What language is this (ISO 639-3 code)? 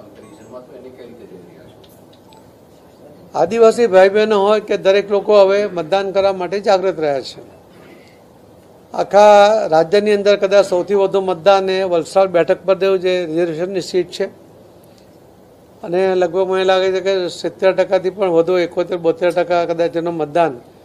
guj